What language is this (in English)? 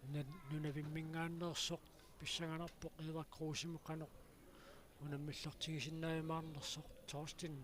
Kalaallisut